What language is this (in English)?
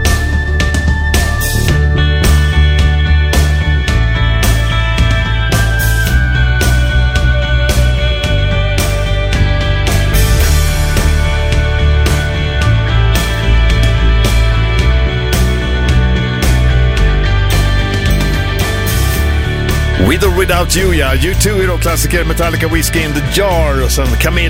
Swedish